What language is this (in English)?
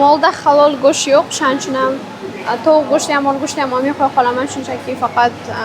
Uzbek